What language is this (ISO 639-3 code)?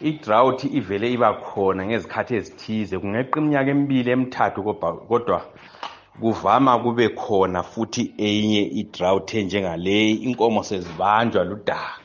nde